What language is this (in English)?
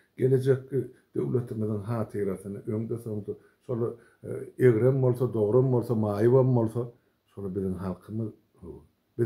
Turkmen